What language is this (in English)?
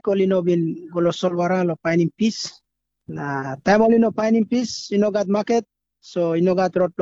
Tok Pisin